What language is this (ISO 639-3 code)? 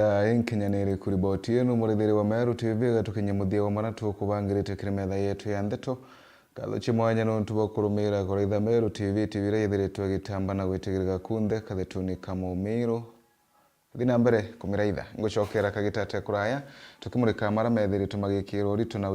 mer